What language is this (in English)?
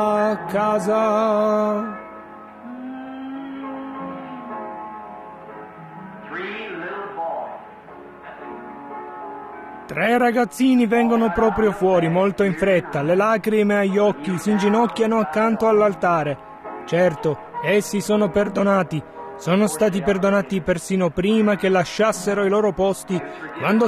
Italian